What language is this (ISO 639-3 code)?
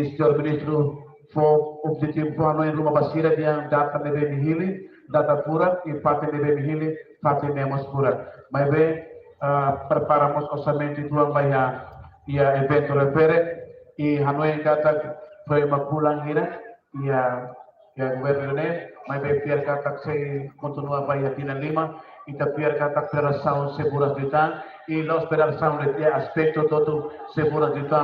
tet